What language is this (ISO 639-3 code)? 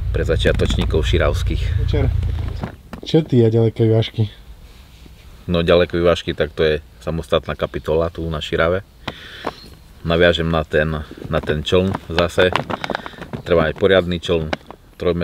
slk